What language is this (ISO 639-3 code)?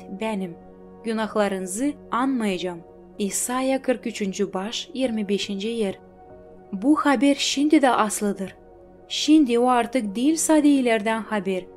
gag